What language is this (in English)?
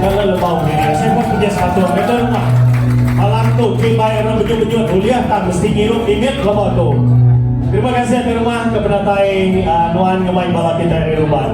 Iban